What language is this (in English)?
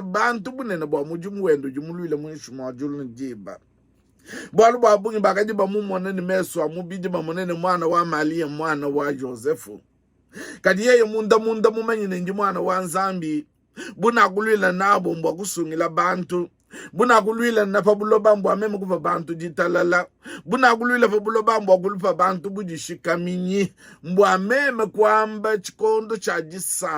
Luba-Lulua